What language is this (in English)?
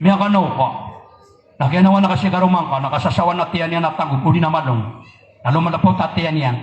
Maranao